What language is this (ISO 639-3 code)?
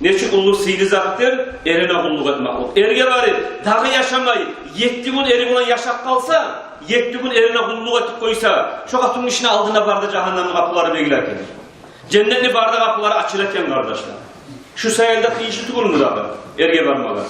kum